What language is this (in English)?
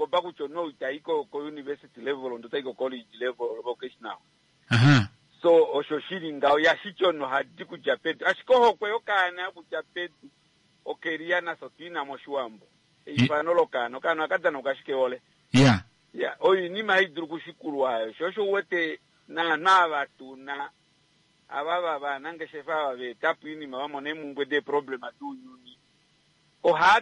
Kuanyama